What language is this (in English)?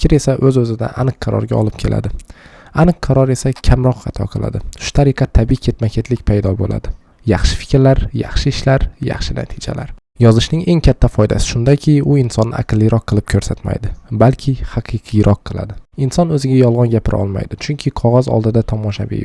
Uzbek